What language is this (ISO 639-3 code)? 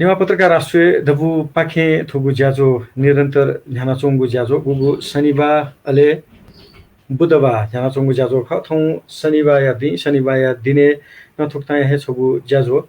new